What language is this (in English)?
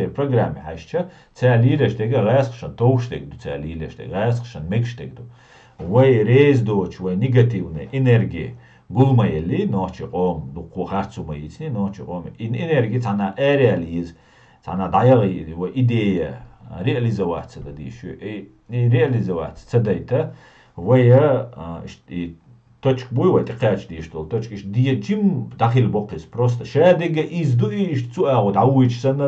Chechen